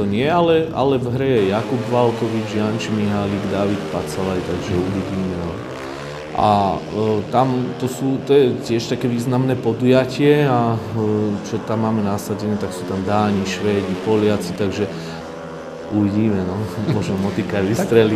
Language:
Slovak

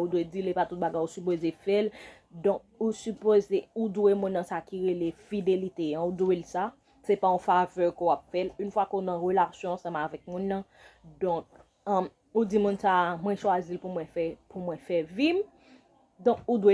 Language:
Haitian Creole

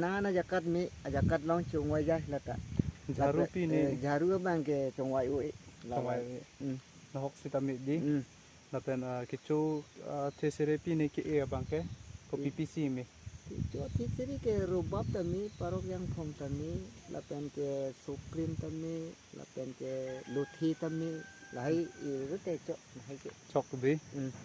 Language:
Karbi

